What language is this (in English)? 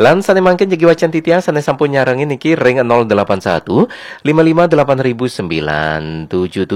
Balinese